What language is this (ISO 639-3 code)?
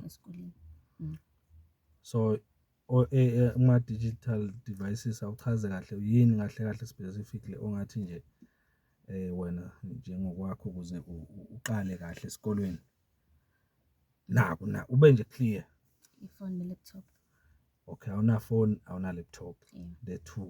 zul